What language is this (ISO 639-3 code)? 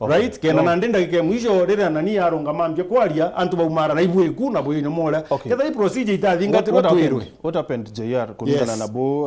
mer